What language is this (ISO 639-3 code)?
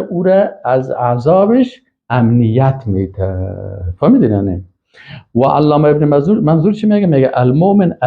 fas